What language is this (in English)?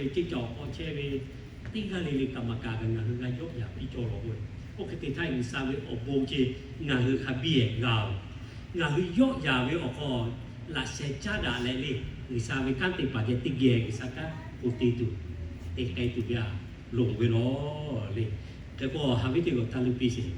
Lahu